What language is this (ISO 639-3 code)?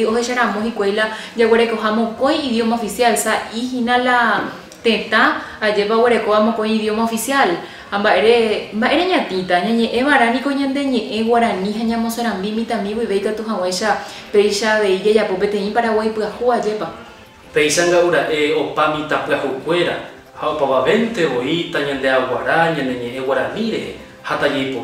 grn